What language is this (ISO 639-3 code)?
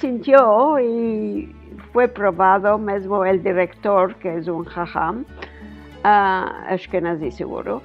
lad